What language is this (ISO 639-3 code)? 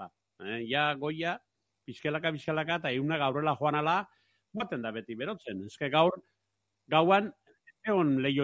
eus